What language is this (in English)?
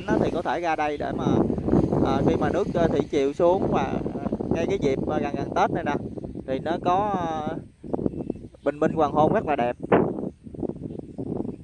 Vietnamese